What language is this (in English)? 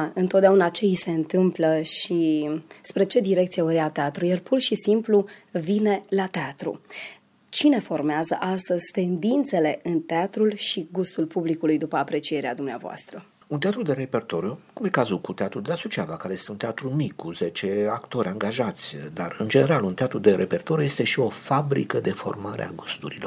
Romanian